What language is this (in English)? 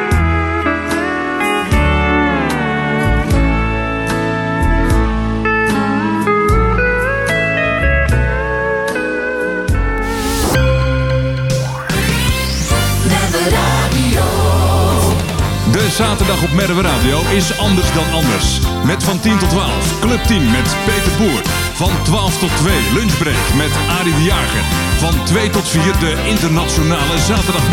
Dutch